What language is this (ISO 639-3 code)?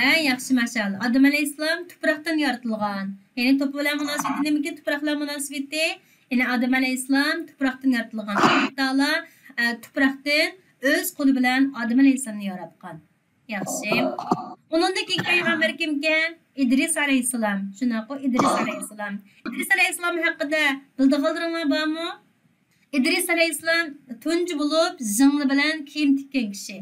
uig